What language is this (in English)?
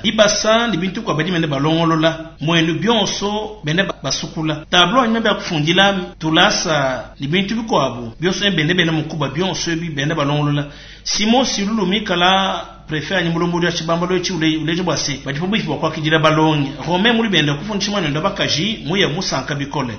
Luba-Lulua